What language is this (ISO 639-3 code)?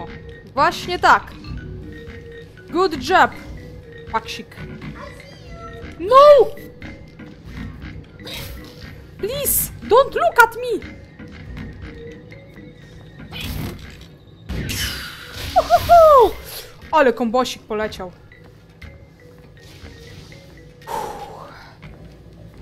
pol